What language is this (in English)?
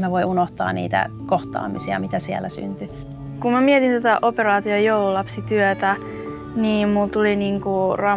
Finnish